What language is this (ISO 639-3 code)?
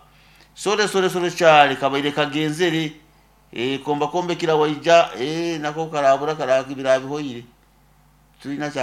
nyo